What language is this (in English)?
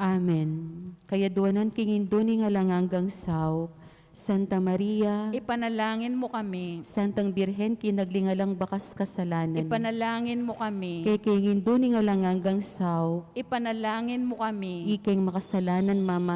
Pampanga